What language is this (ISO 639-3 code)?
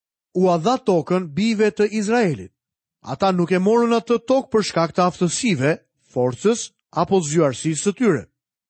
sqi